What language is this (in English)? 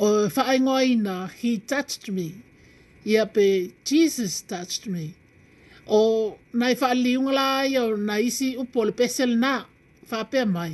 Samoan